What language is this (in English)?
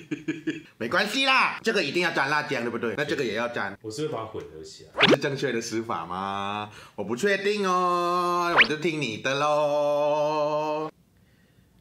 Chinese